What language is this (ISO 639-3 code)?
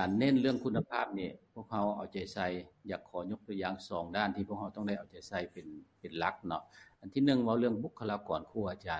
lao